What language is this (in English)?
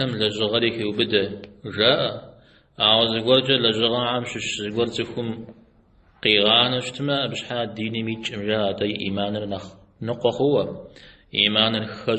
Kabardian